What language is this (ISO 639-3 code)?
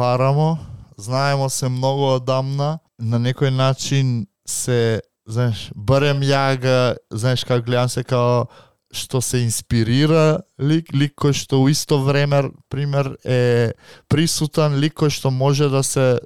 mkd